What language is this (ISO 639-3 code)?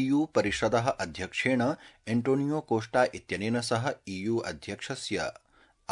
san